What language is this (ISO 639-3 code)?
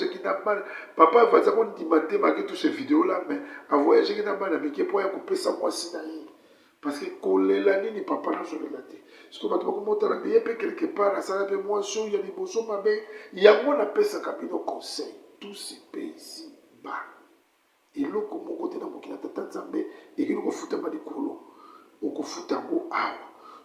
lin